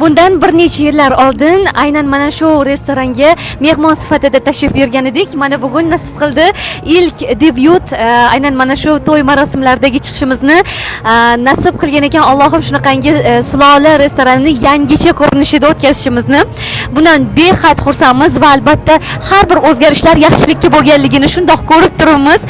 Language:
Uzbek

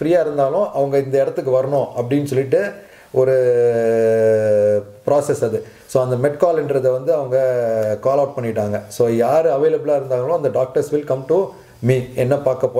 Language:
Tamil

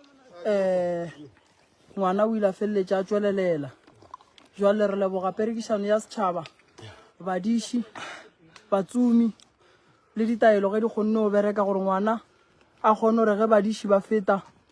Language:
Northern Sotho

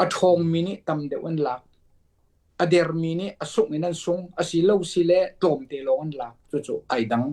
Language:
Hakha Chin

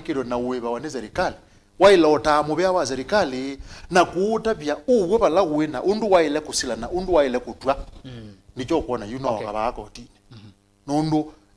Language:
Kamba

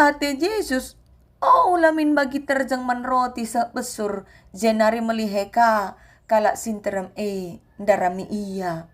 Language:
Batak Karo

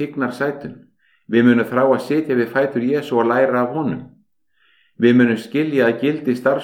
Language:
Icelandic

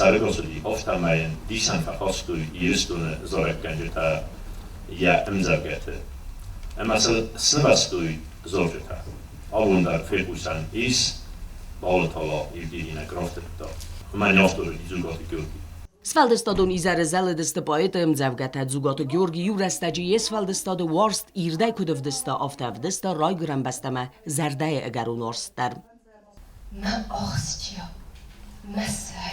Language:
Ossetic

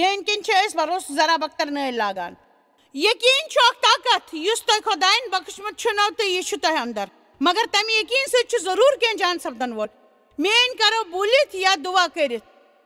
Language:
Kashmiri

